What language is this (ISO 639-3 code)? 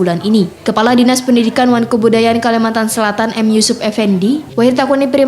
bjn